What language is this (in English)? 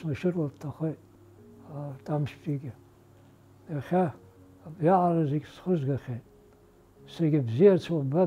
Abkhazian